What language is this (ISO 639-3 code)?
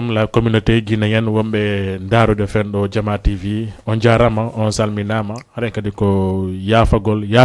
ful